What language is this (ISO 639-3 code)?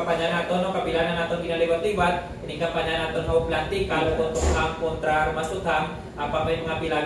hil